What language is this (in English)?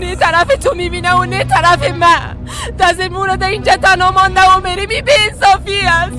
Persian